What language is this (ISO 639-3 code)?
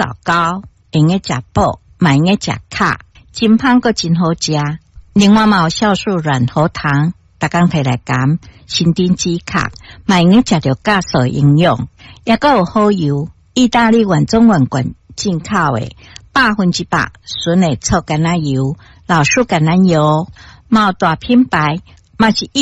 nan